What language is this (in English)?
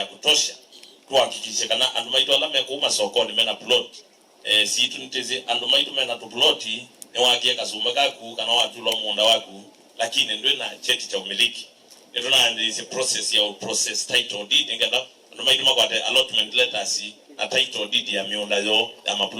Kamba